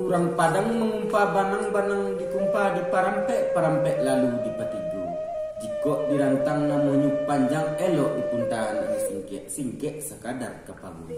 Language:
Minangkabau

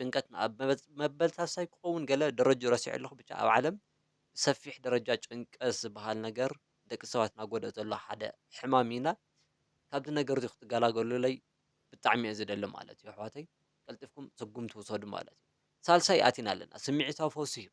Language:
Tigrinya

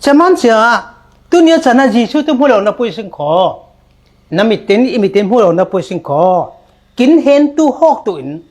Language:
Falam Chin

